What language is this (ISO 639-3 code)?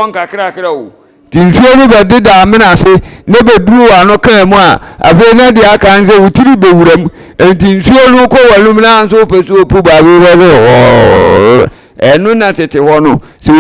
aka